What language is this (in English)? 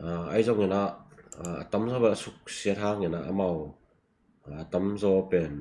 Tedim Chin